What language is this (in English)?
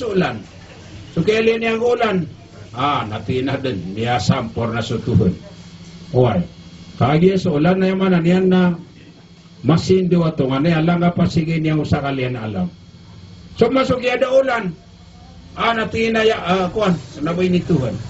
Maranao